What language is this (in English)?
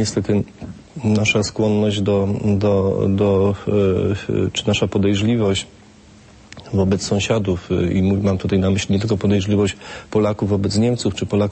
Polish